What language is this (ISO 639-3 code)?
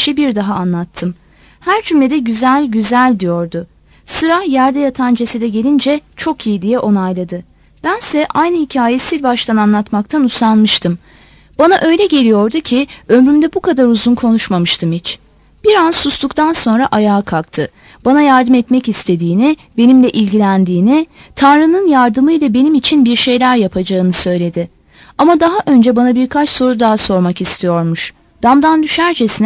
tur